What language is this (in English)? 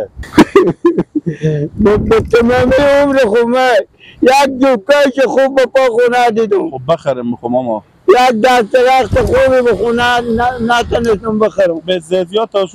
Persian